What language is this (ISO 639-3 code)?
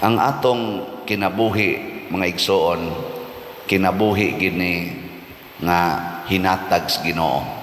ceb